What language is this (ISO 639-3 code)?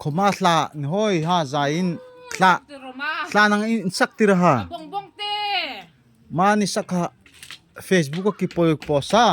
dln